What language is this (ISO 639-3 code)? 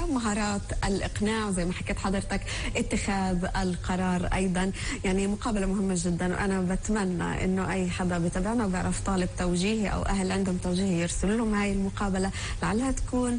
apc